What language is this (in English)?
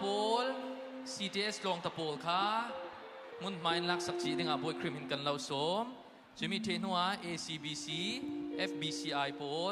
Falam Chin